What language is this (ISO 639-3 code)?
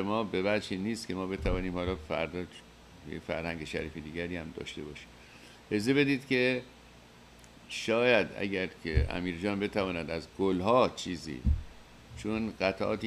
fas